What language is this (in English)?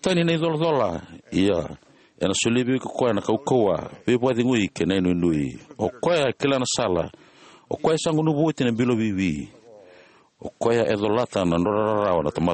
Fijian